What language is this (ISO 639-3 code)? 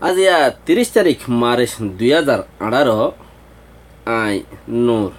rhg